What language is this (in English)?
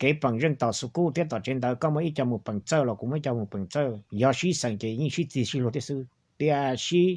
Hmong